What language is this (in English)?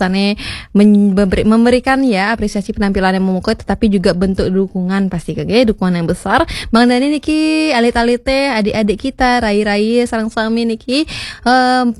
Balinese